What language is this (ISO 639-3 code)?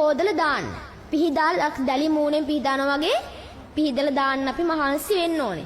sin